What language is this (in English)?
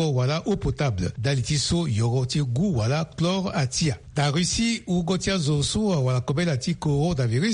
Sango